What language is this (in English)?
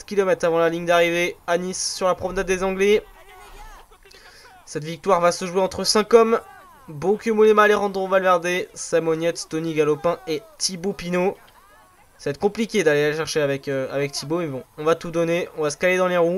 French